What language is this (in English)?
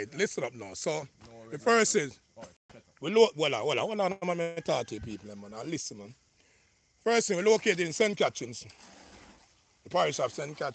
Jamaican Creole English